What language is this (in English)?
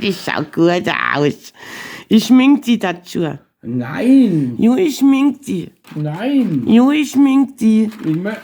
Bavarian